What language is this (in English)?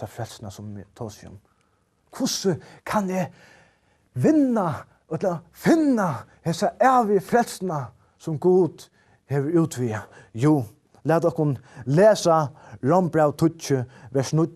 Faroese